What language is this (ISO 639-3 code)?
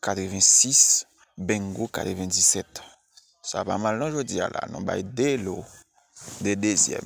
hat